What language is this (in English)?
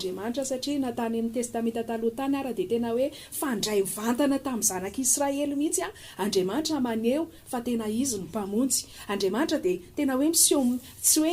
Malagasy